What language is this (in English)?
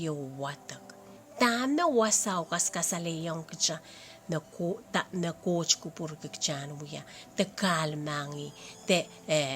Pohnpeian